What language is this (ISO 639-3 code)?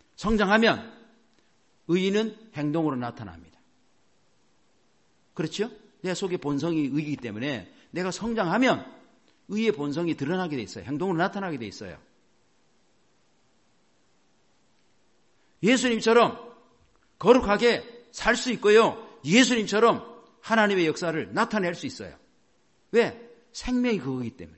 kor